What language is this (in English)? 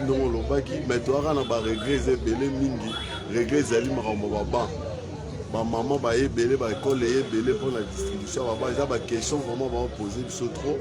Lingala